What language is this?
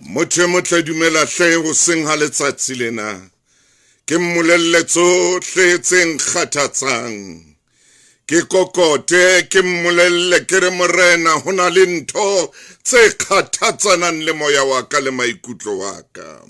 Southern Sotho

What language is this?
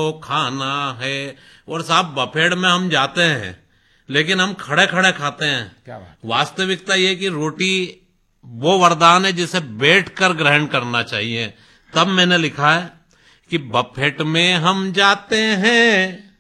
Hindi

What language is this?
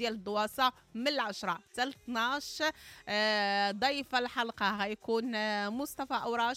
Moroccan Arabic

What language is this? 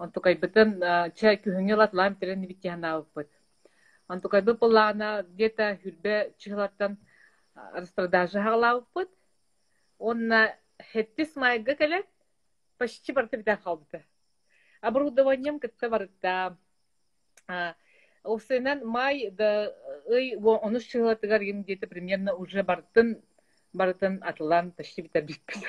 Yakut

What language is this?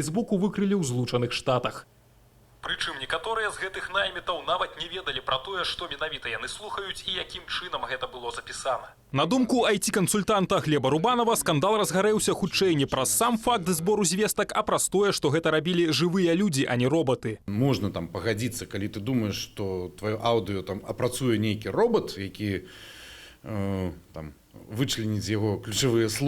Belarusian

